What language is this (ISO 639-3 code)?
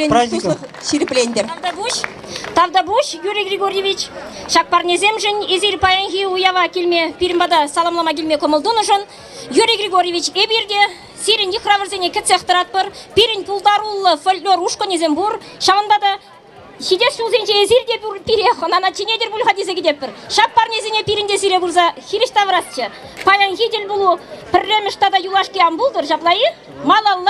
chv